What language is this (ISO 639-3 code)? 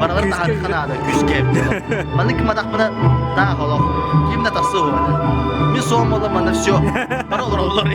sah